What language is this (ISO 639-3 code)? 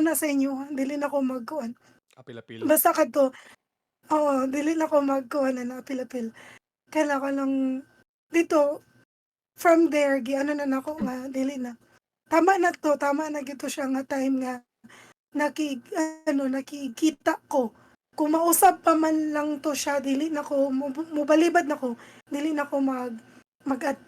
ceb